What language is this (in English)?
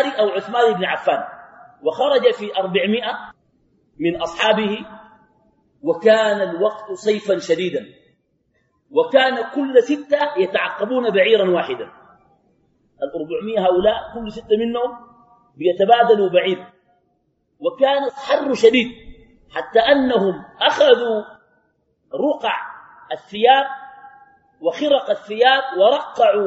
Arabic